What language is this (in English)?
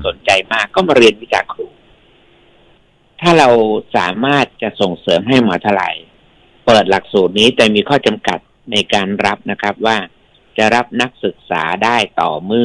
Thai